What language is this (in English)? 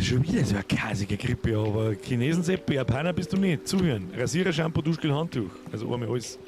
Bavarian